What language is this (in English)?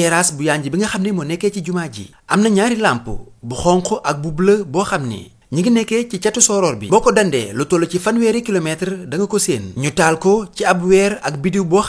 Wolof